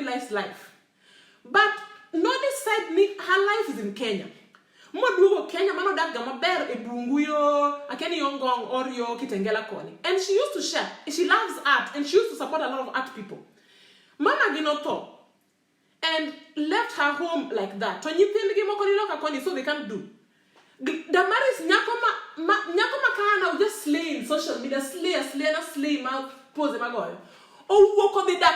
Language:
Luo (Kenya and Tanzania)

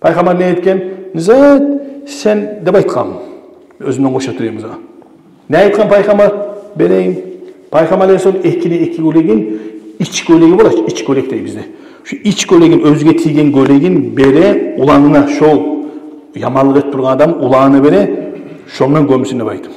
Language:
Kumyk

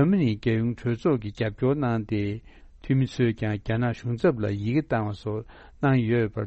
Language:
Tibetan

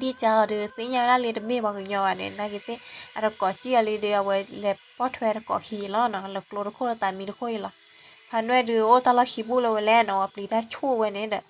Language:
S'gaw Karen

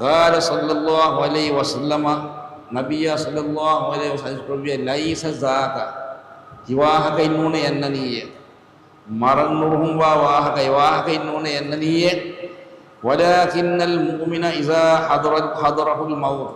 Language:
Divehi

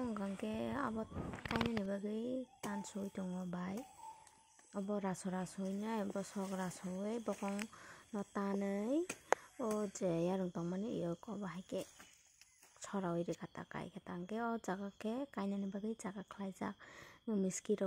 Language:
Kok Borok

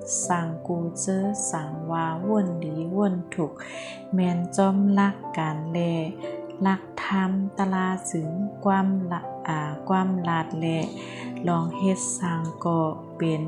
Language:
Shan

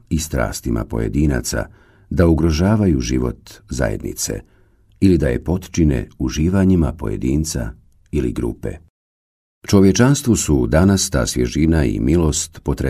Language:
Bosnian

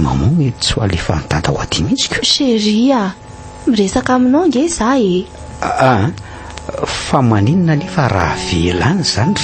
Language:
Malagasy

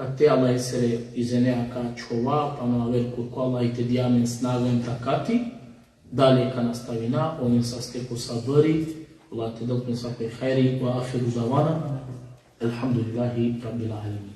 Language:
Balkan Romani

